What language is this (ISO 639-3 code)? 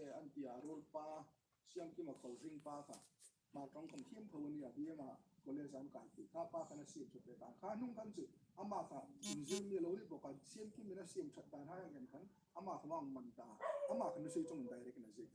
hmr